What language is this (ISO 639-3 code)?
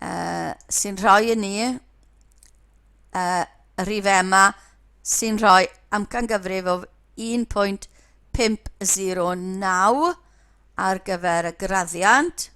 cym